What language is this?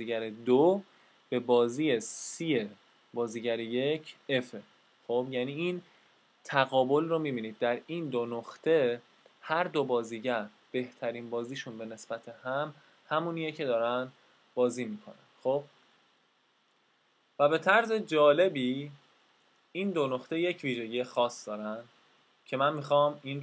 Persian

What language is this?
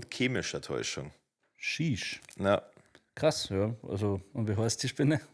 Bavarian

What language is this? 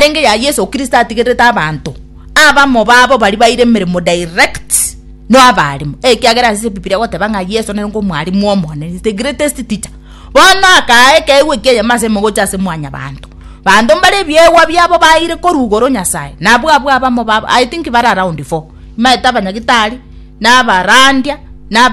Gusii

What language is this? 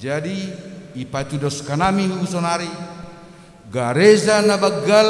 Batak Simalungun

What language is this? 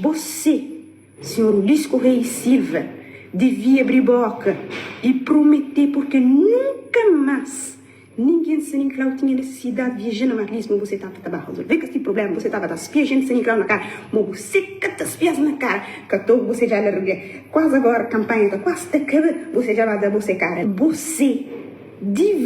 Kabuverdianu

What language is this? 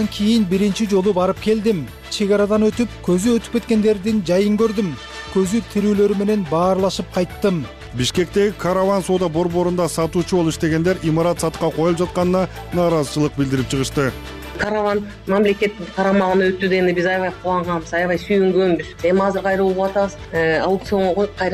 Kyrgyz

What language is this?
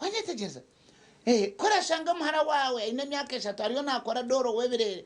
Nyankole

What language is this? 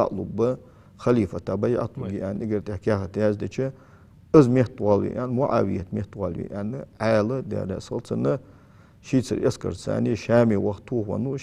Ingush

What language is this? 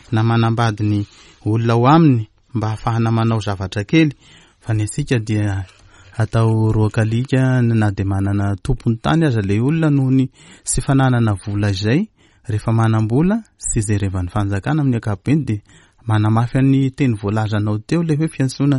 Malagasy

